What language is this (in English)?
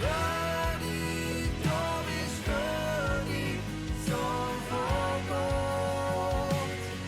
Swiss German